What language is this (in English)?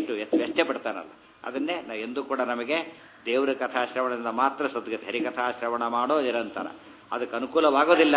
Kannada